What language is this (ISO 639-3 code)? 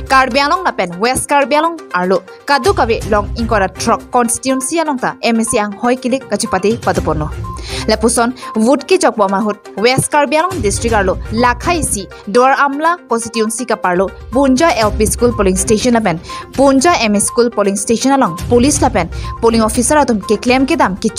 mjw